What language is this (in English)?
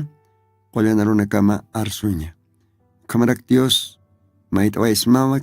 Aymara